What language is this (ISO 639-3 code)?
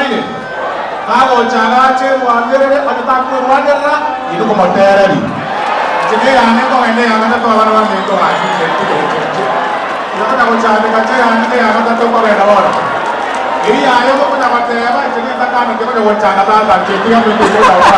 guz